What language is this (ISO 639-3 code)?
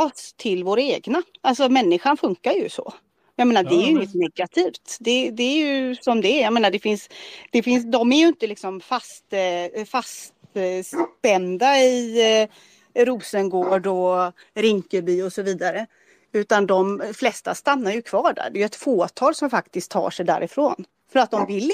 swe